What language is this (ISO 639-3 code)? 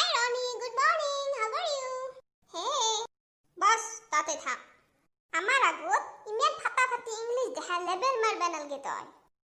asm